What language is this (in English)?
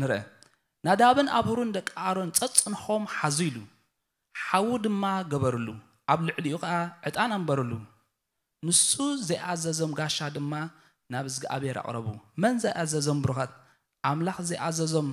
Tigrinya